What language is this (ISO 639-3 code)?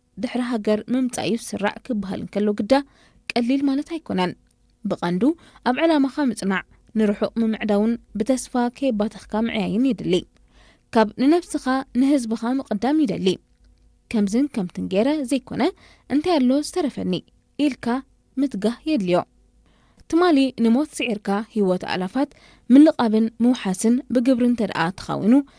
tir